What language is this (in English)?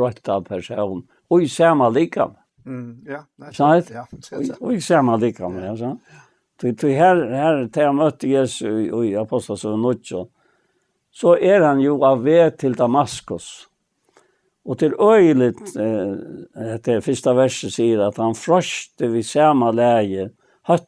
Faroese